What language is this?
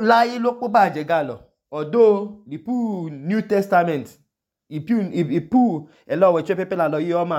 Idoma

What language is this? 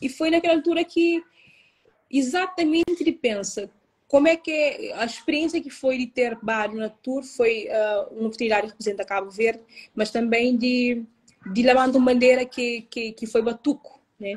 Kabuverdianu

